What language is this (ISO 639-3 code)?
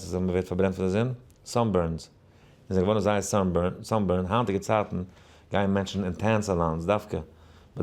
yid